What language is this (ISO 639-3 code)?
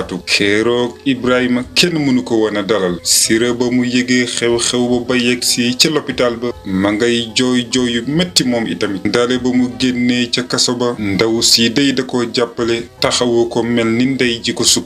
wol